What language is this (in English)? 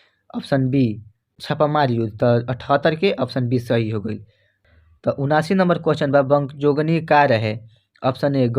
Bhojpuri